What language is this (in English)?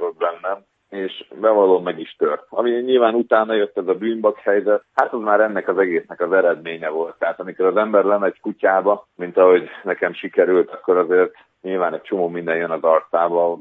Hungarian